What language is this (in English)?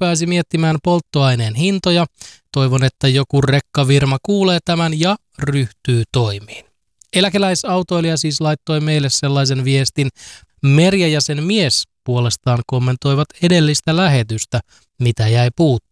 Finnish